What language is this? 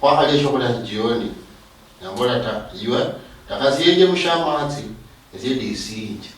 Luyia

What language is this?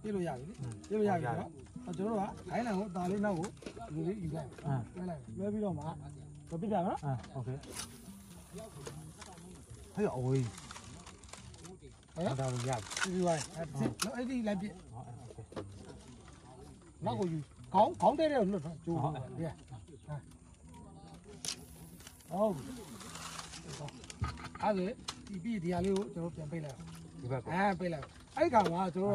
Burmese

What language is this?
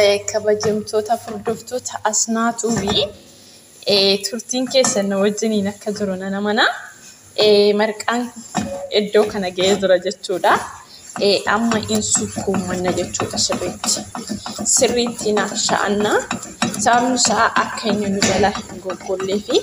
Oromo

